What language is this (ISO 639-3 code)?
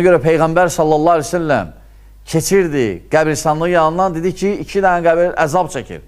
aze